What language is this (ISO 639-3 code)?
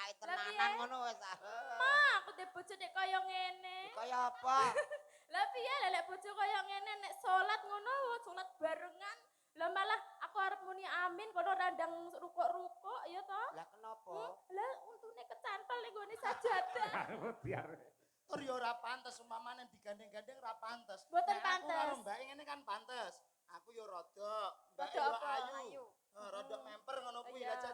jav